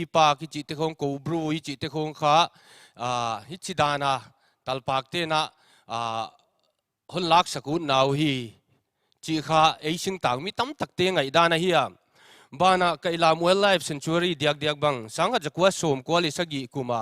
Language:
Paite Chin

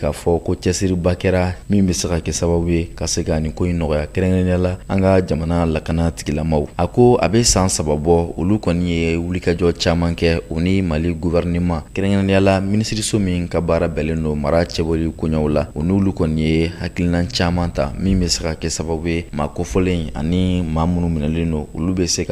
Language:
Bambara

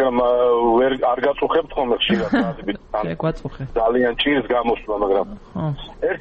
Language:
Georgian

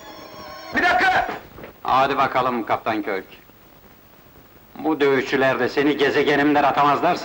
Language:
Turkish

